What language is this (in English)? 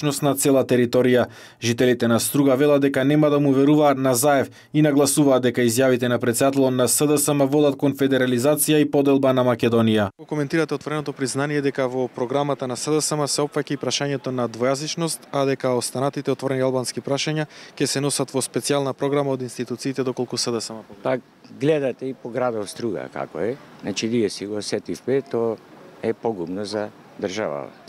Macedonian